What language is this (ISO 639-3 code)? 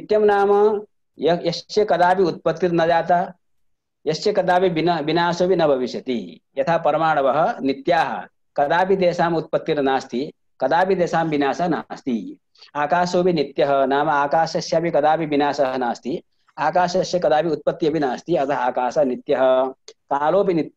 san